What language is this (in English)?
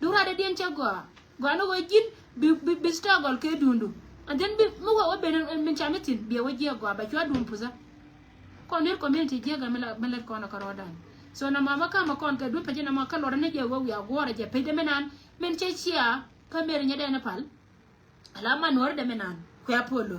Nuer